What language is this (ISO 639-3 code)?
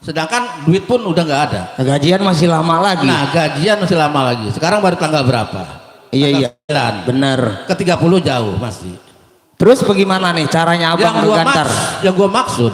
bew